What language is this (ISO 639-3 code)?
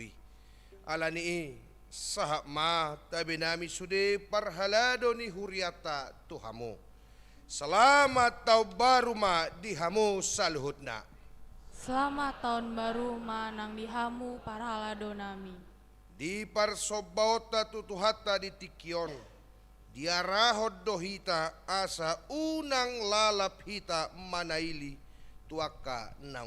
bbc